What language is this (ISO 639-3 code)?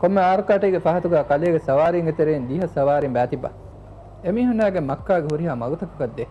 div